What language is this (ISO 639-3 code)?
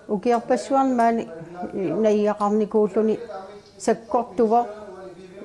kal